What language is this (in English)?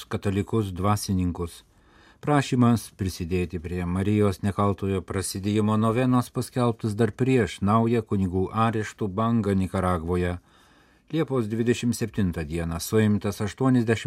Lithuanian